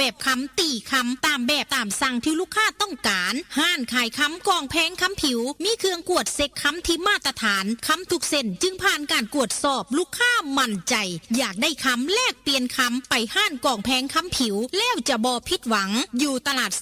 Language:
Northeastern Thai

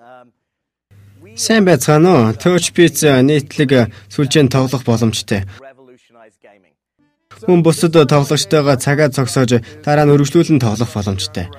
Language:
Mongolian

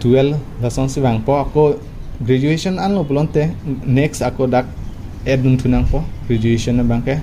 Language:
Karbi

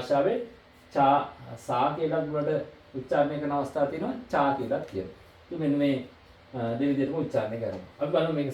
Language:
Sinhala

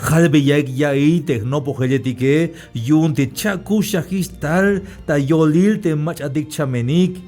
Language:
Tzeltal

